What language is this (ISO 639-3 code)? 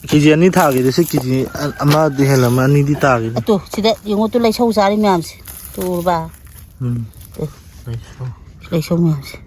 mni